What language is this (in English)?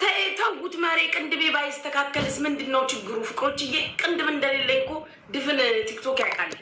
Amharic